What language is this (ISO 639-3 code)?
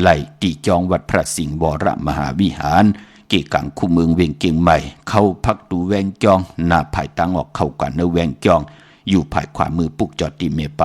shn